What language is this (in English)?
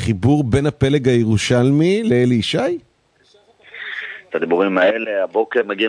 Hebrew